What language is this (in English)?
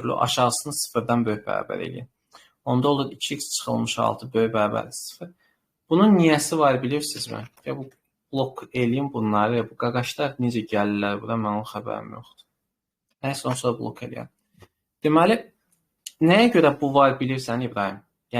Azerbaijani